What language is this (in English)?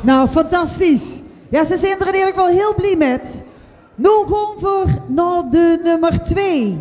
Limburgish